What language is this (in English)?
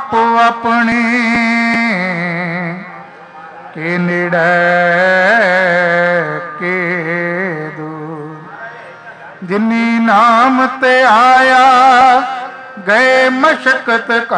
Punjabi